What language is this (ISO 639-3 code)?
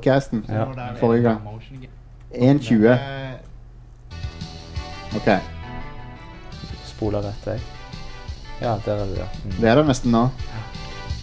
nor